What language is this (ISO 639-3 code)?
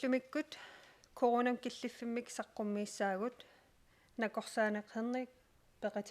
kal